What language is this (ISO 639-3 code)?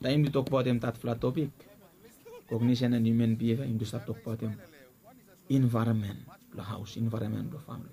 bis